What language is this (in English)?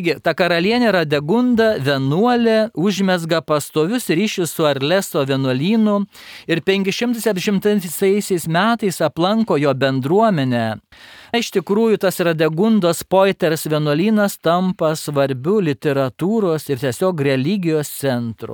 Lithuanian